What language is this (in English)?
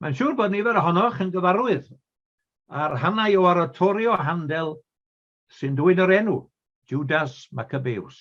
Welsh